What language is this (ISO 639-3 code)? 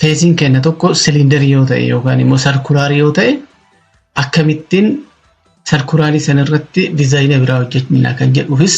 orm